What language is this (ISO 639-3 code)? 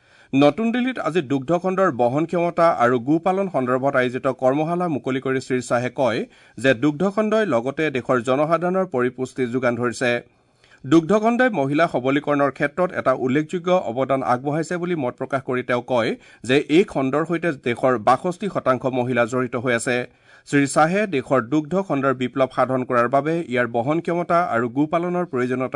asm